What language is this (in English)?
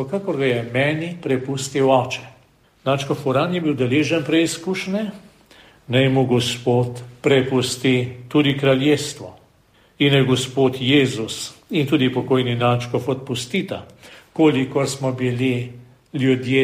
Slovenian